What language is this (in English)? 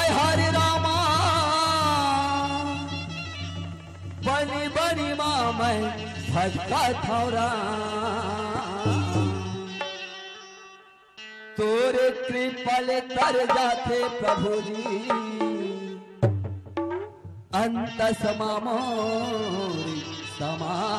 Chhattisgarhi